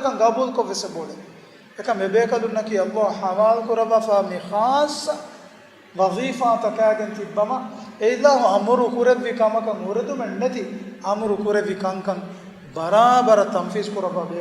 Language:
Divehi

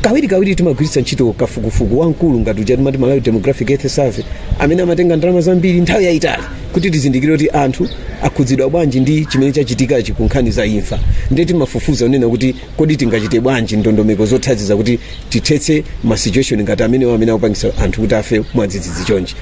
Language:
Nyanja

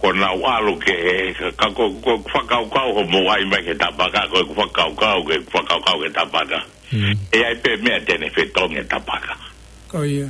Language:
Tongan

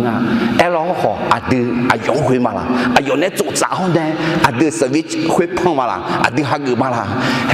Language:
Akha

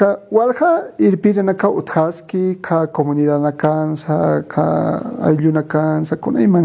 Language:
Aymara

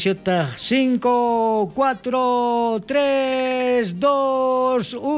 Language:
South Bolivian Quechua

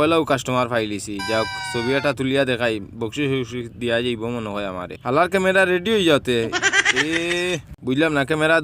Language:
Sylheti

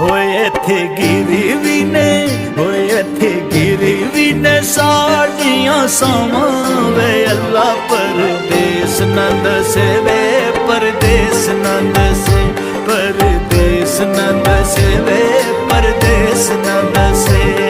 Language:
Pahari-Potwari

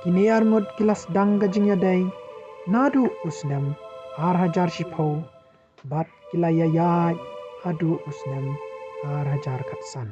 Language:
Khasi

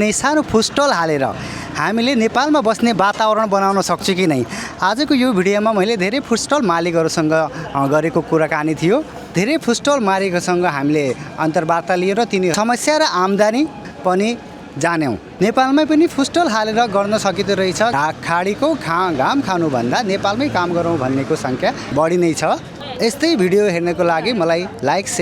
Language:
Nepali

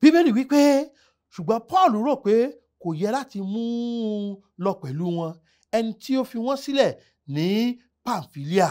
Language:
Yoruba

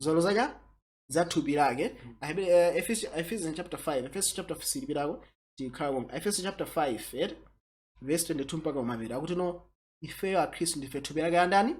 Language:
Nyanja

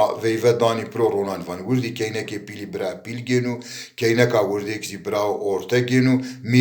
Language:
Zaza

